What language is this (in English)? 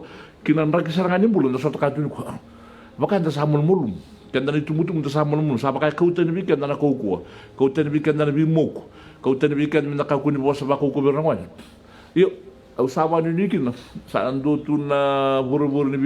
Fijian